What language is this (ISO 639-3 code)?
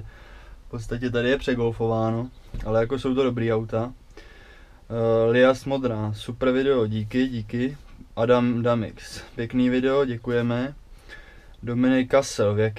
ces